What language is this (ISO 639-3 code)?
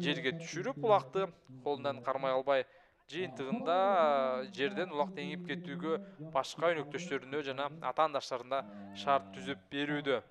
kir